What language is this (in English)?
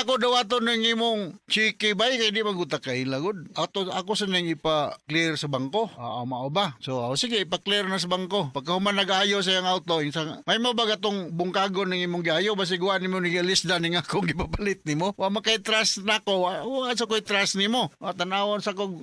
Cebuano